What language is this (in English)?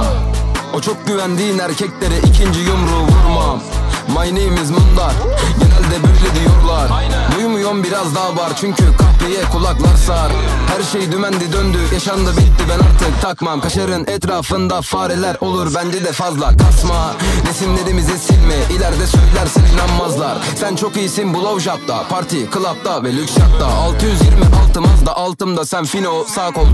Turkish